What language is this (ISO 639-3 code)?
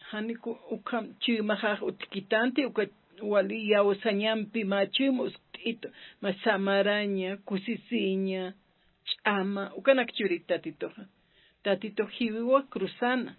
aym